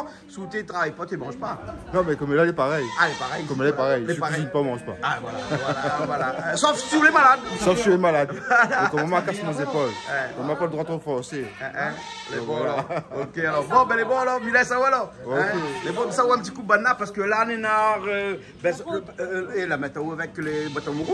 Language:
Réunion Creole French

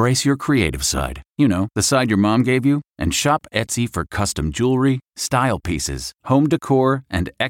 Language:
English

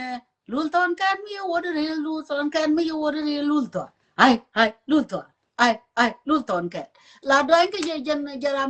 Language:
Nuer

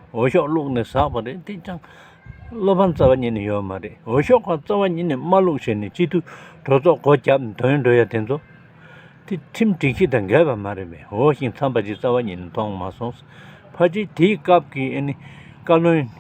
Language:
Tibetan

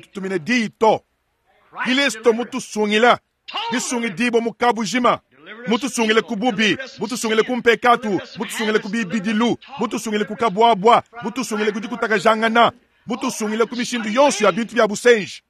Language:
Luba-Lulua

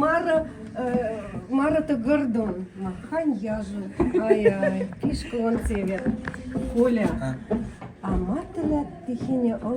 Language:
Western Mari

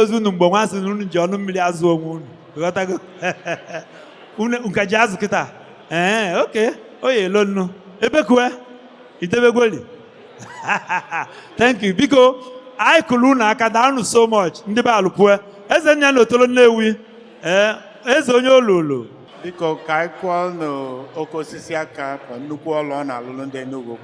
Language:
Igbo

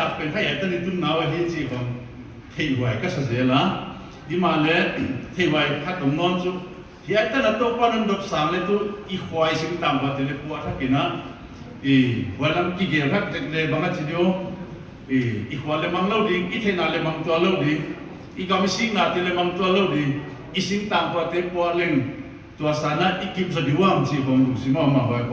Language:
Paite Chin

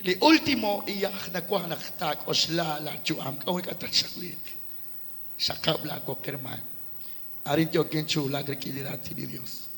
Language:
Kekchí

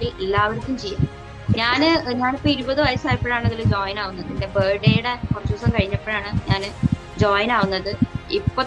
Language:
Malayalam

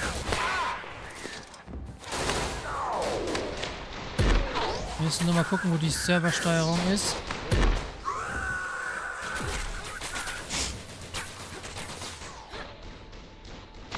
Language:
German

